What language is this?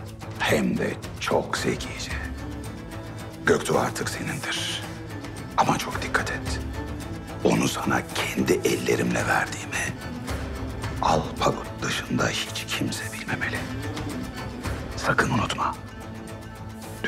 Turkish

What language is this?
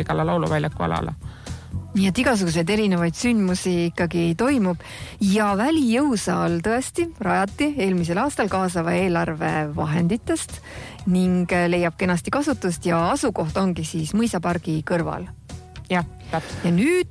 Estonian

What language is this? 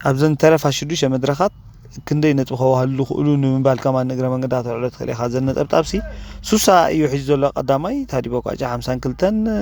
Tigrinya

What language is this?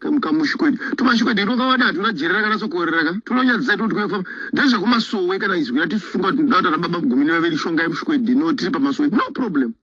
Shona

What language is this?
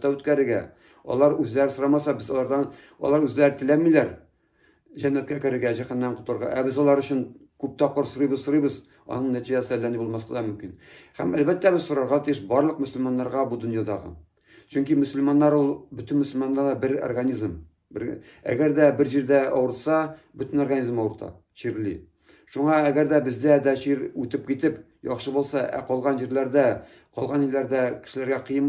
Tatar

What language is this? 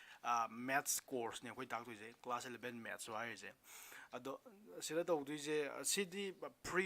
Manipuri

